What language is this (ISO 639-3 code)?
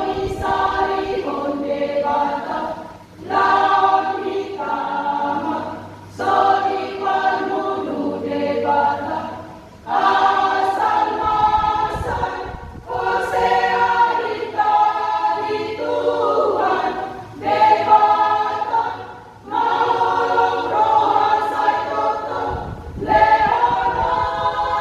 bbc